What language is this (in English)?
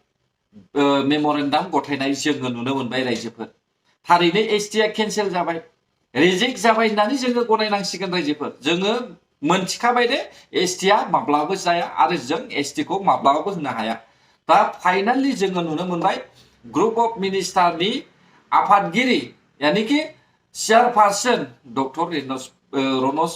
Bodo